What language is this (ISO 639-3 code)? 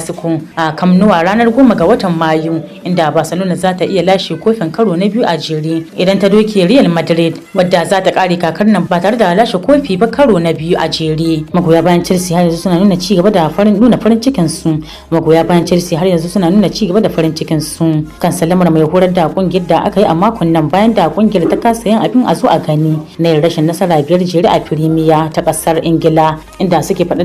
hau